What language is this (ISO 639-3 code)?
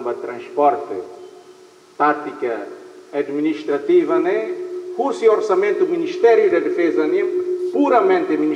tet